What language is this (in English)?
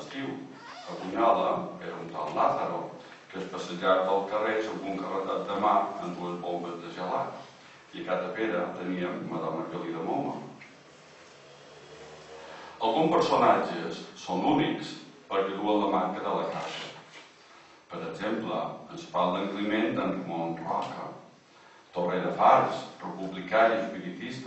Catalan